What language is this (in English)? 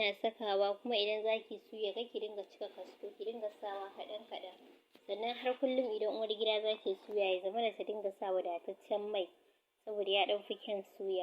Hausa